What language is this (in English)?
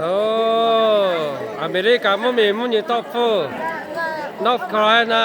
Lahu